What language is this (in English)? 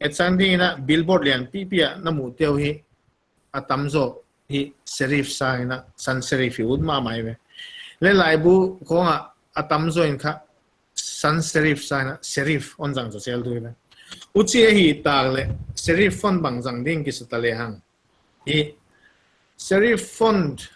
Paite Chin